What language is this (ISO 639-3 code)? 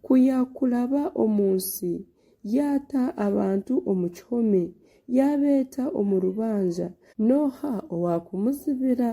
nyn